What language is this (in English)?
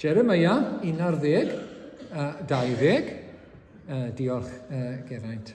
Welsh